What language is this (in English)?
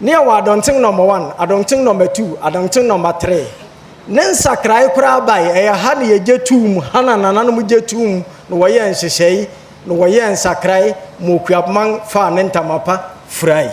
Akan